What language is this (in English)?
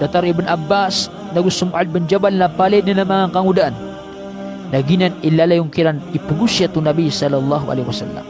Maranao